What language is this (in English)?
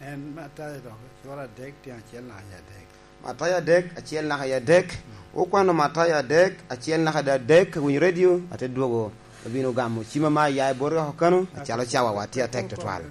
Lango (Uganda)